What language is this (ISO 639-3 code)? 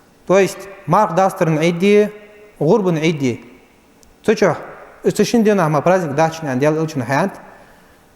inh